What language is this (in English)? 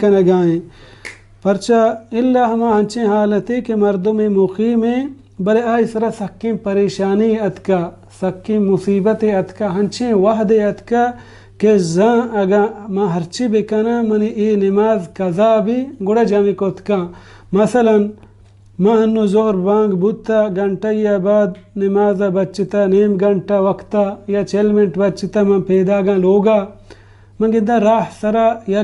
Baluchi